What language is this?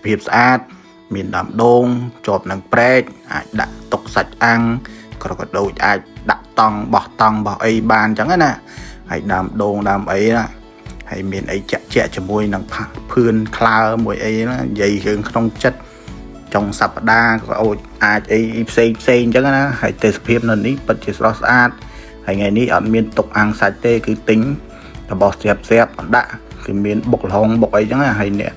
Khmer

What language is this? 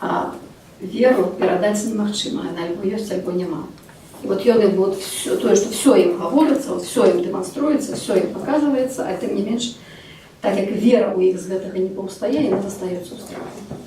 Belarusian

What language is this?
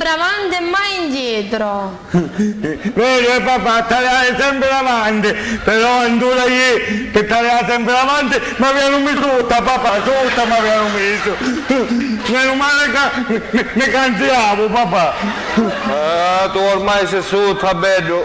Sicilian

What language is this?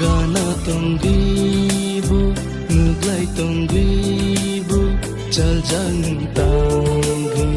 Kok Borok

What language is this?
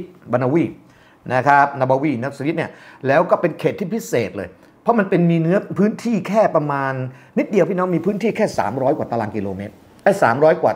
Thai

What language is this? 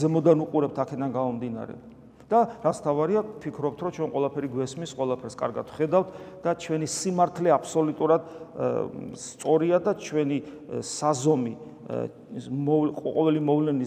Georgian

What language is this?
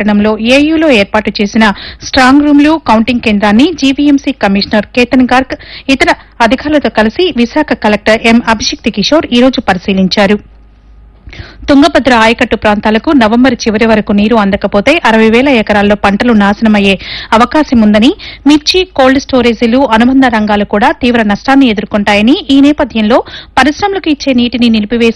Telugu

